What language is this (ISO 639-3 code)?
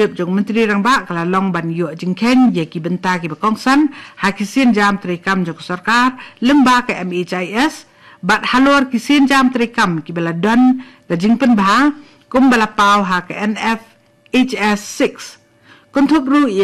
kha